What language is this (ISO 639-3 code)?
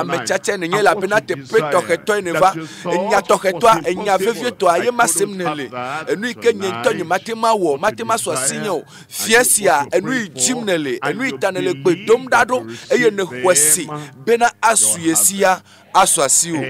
ewe